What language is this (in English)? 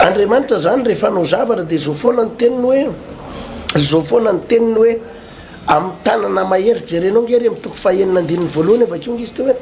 Malagasy